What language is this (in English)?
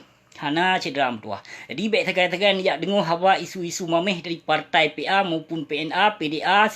Achinese